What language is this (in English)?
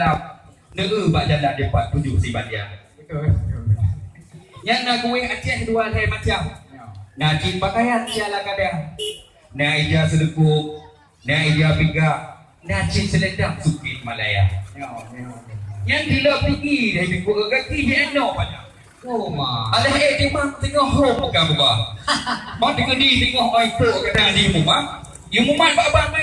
Achinese